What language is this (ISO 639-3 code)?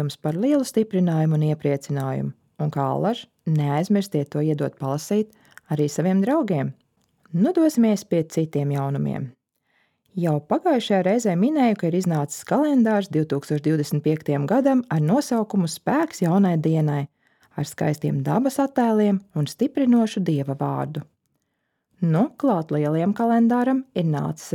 lav